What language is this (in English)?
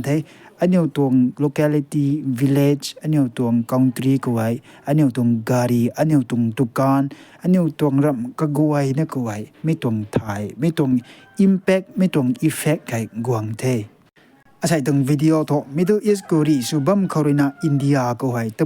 Rongmei Naga